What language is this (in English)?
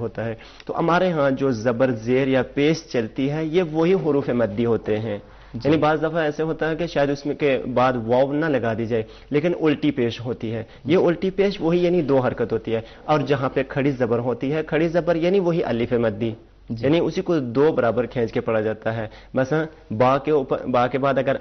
Urdu